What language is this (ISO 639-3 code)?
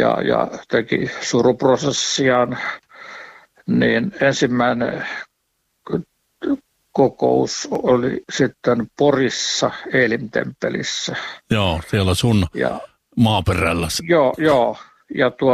fin